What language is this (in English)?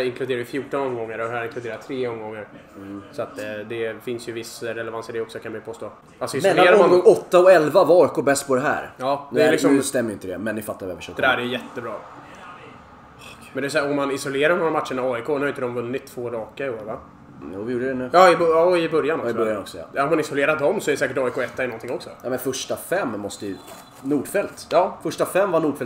Swedish